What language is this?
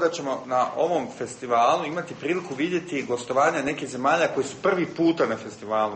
Bosnian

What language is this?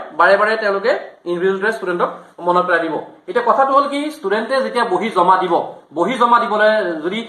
Assamese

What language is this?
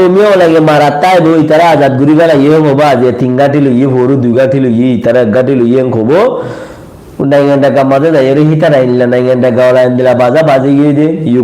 Rohingya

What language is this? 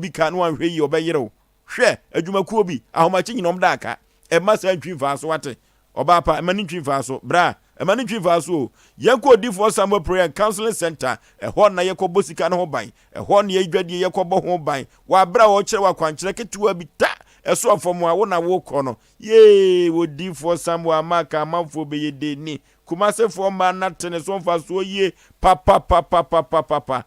Akan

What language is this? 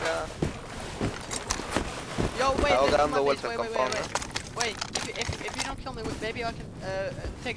Spanish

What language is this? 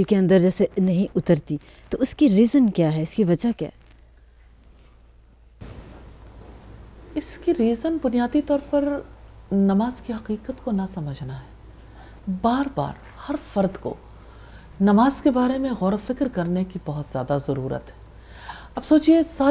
Urdu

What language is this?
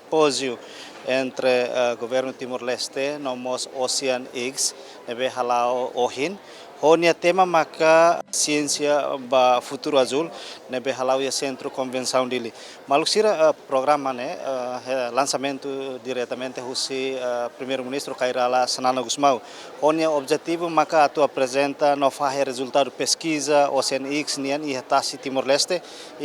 Tetum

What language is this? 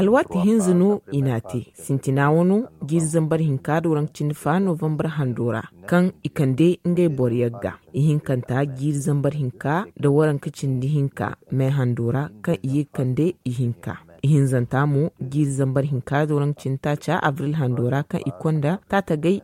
Zarma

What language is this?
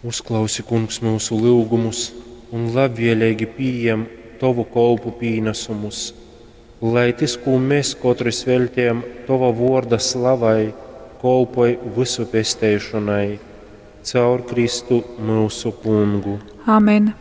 Latgalian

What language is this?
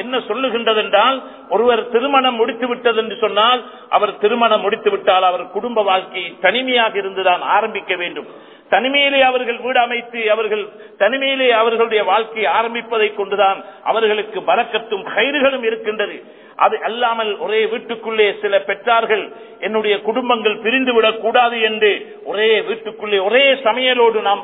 Tamil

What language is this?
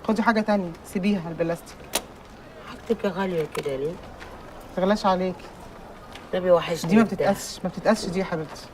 Egyptian Arabic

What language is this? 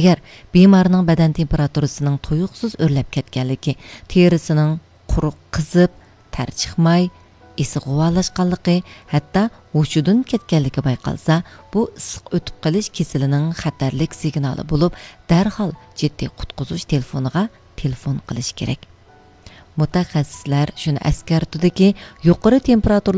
Uyghur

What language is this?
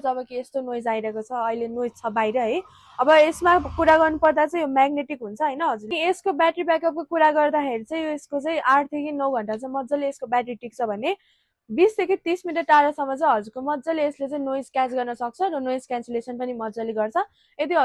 Nepali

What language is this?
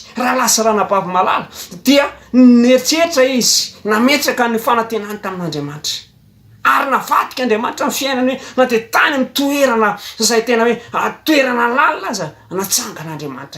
Malagasy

